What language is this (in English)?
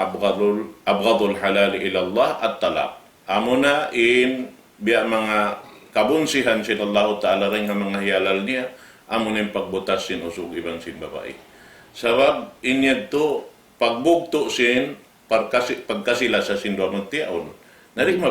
Tausug